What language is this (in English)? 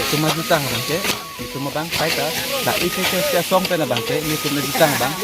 Karbi